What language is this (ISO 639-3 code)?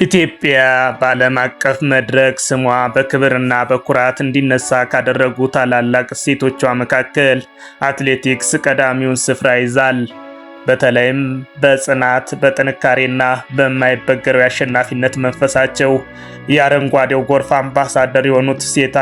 amh